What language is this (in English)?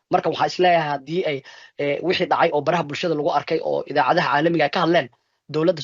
Somali